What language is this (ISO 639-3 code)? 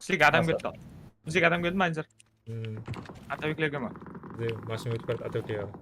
kaa